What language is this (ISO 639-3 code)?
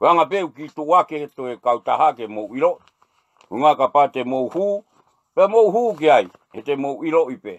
ton